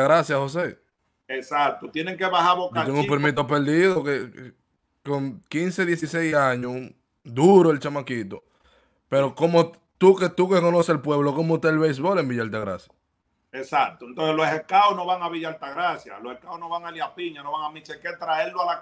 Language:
Spanish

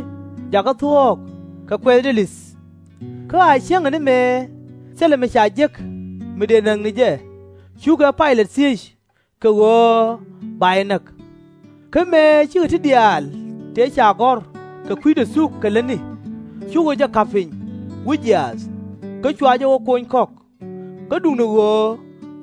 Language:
Nuer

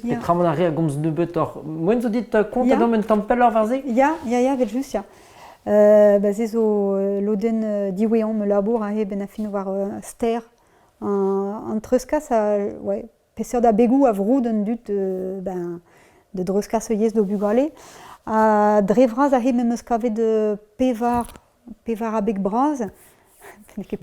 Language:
Breton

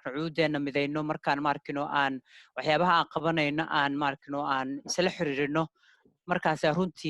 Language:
Somali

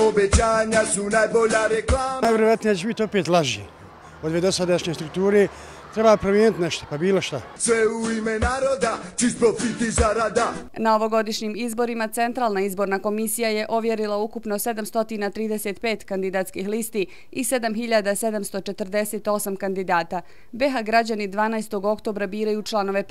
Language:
Bosnian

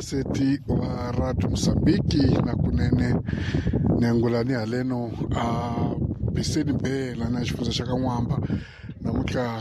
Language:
Tsonga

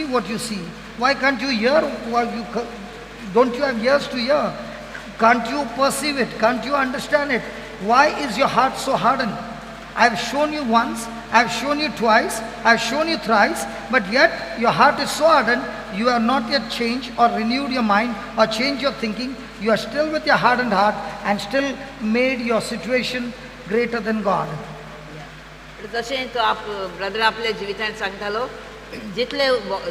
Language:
Konkani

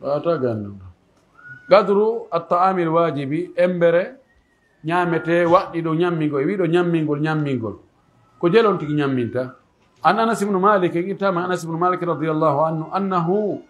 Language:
Pular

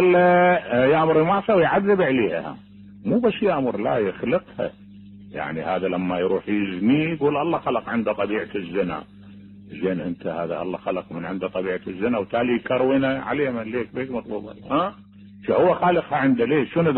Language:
Mesopotamian Arabic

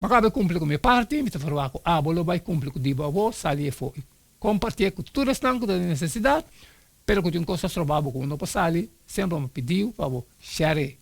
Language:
Papiamento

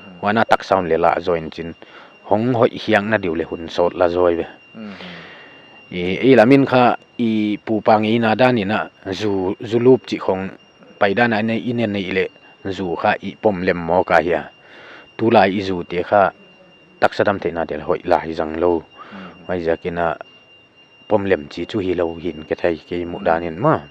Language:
Paite Chin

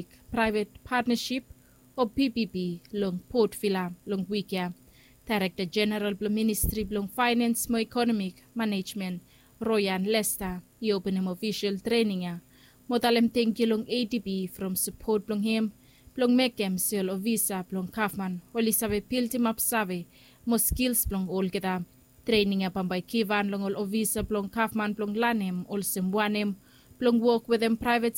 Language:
Bislama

